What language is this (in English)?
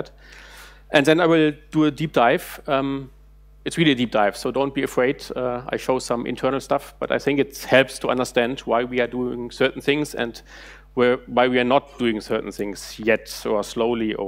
English